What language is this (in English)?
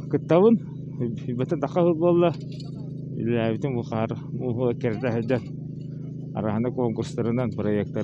Yakut